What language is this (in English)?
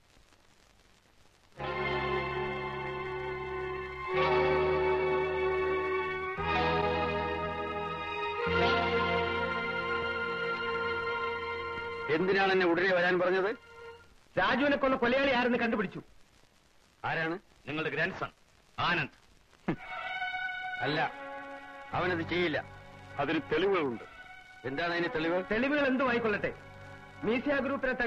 Malayalam